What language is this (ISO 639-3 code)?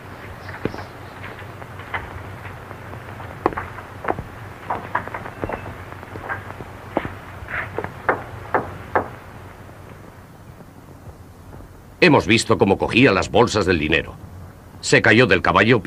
spa